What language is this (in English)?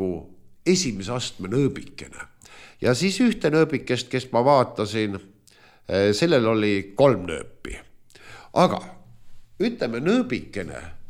Estonian